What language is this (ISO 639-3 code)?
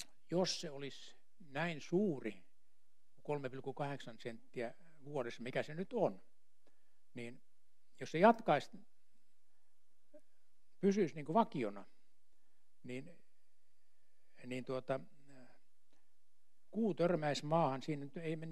fin